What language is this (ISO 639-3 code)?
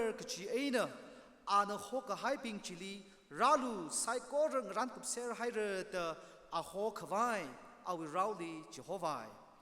nmf